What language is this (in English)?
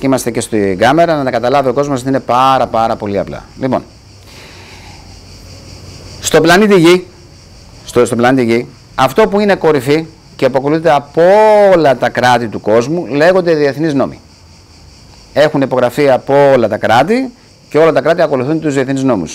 Greek